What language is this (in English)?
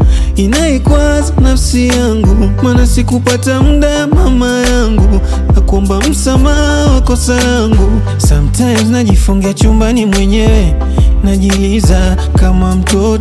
Swahili